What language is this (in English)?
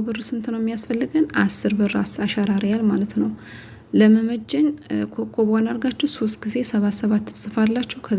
Amharic